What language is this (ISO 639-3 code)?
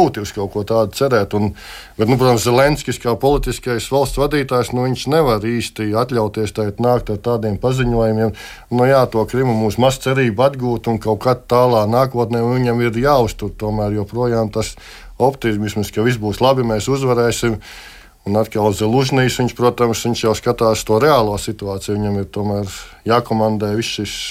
lav